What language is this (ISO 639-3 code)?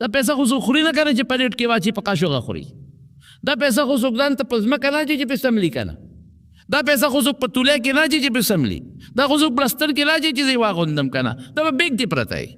pus